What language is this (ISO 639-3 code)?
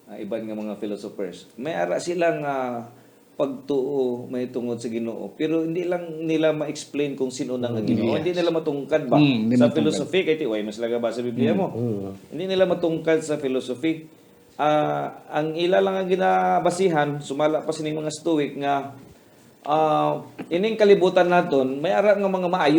hil